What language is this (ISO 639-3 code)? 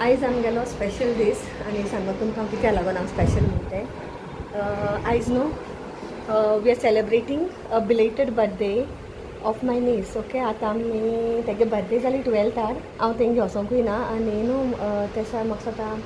kok